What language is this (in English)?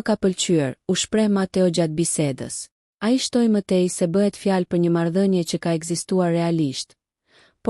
Albanian